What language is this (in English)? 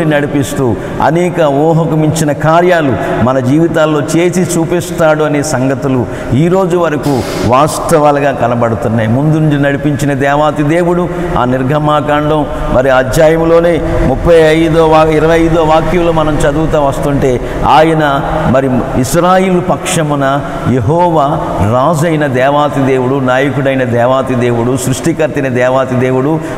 Telugu